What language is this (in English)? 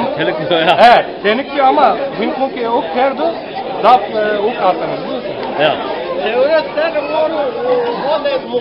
Zaza